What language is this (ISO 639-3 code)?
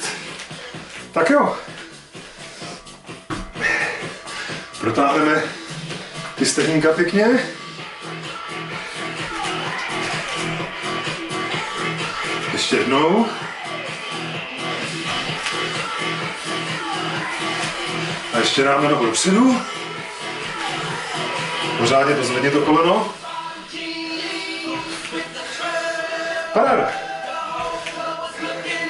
ces